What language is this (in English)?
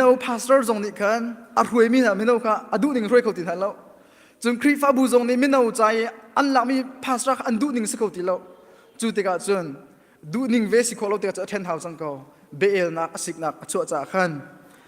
Hakha Chin